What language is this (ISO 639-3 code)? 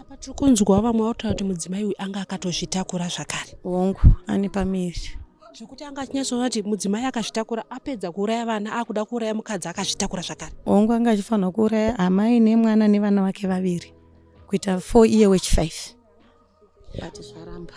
sna